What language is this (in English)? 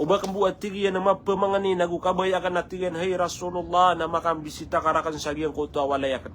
Maranao